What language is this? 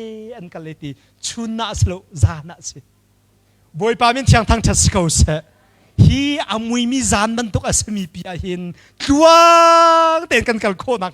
Hakha Chin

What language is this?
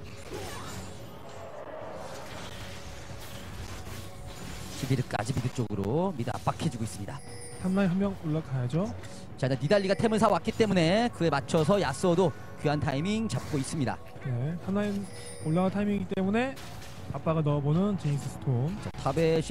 Korean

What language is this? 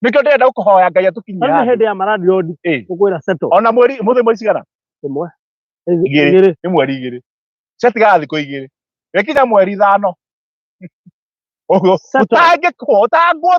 Kikuyu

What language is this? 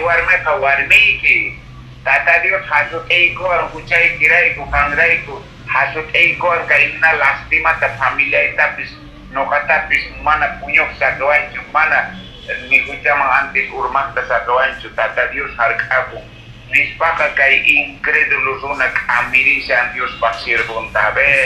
Quechua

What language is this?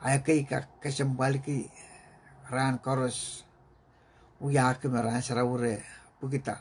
Pohnpeian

